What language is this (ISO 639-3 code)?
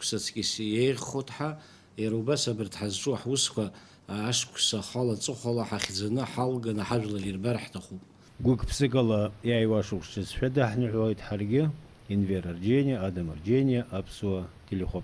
abk